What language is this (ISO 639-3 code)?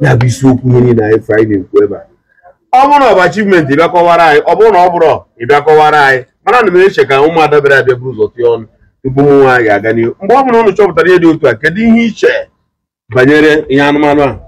ibo